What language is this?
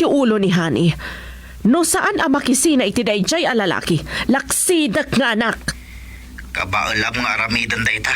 Iloko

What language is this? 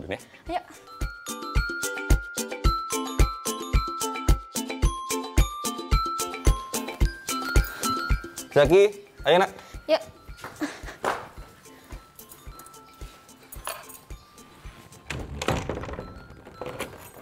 Indonesian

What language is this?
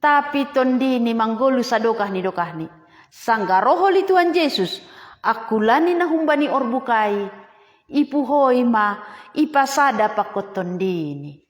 Batak Simalungun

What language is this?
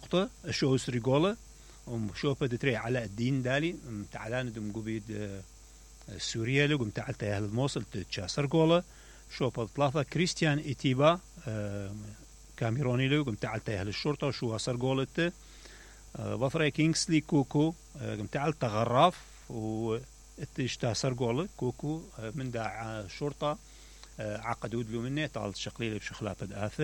Mesopotamian Arabic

